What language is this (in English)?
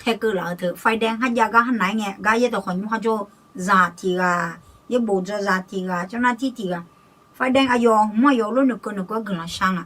Akha